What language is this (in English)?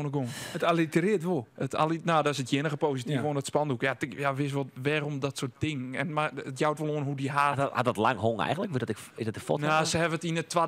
Western Frisian